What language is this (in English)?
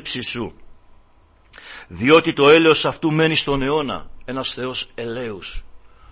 Greek